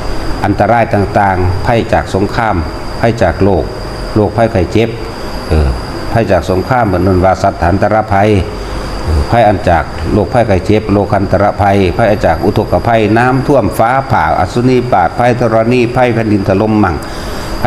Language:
Northeastern Thai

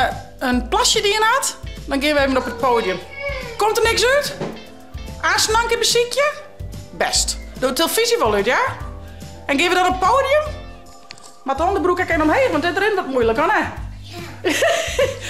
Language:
Western Frisian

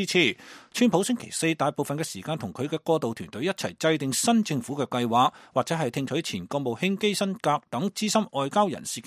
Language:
Cantonese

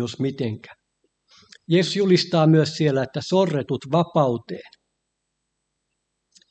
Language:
Finnish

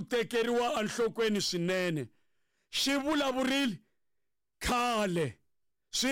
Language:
Tsonga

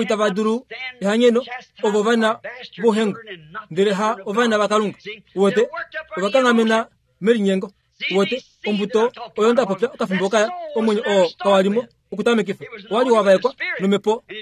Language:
Kuanyama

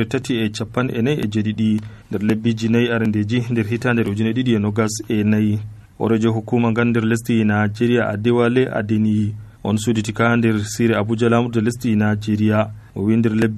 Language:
Nigerian Fulfulde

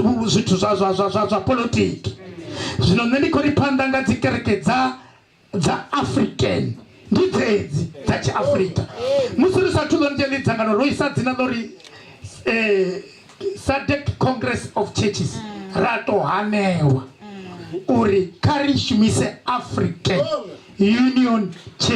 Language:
Venda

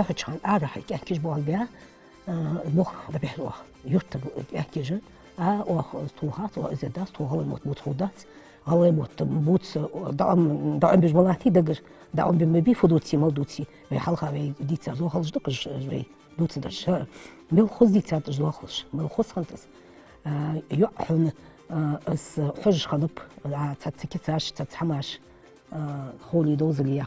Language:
Ingush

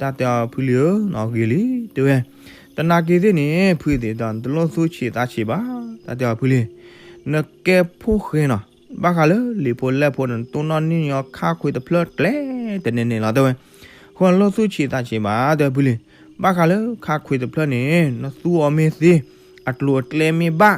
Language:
S'gaw Karen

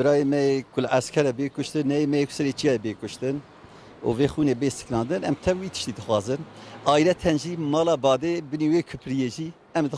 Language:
Kurdish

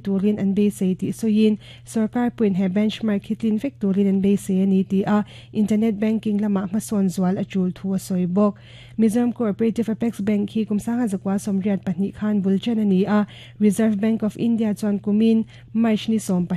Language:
Mizo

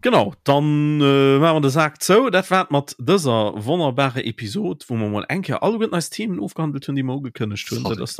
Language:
Luxembourgish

